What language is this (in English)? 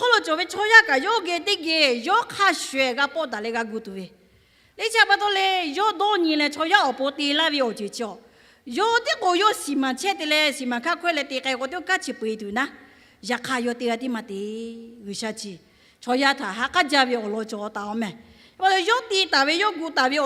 Lahu